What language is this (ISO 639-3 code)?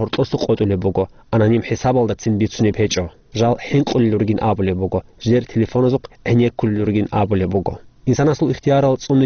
ava